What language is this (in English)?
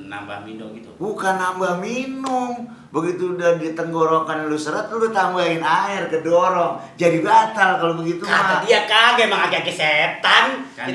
Betawi